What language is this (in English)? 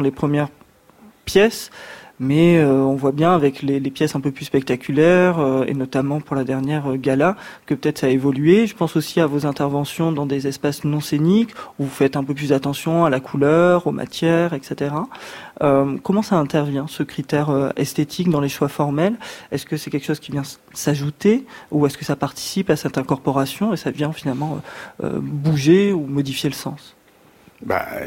French